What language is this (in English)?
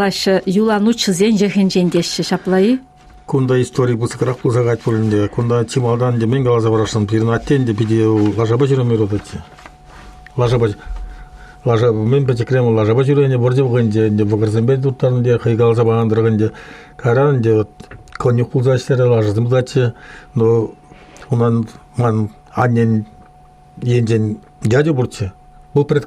Chuvash